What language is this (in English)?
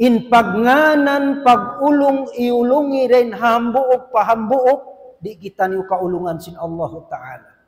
Tausug